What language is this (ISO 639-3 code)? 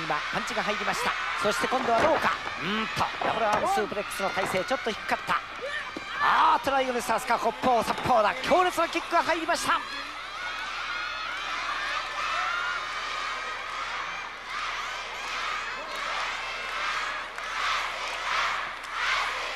jpn